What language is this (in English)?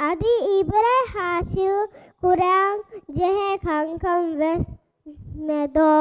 Divehi